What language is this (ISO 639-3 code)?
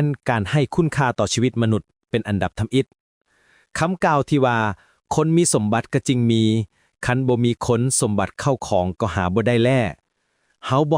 lao